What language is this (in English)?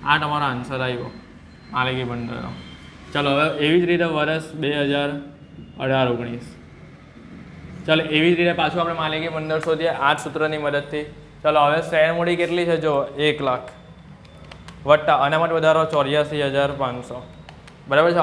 Gujarati